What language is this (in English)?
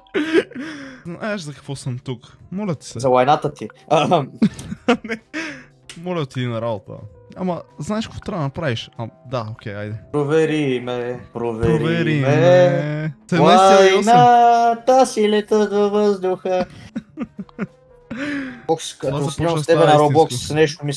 Bulgarian